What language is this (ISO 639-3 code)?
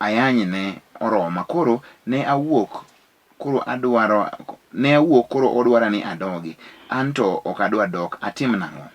luo